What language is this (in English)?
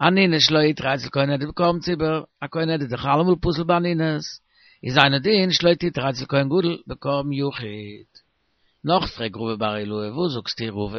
Yiddish